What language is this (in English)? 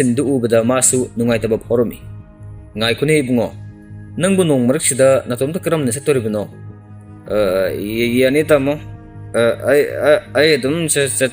Manipuri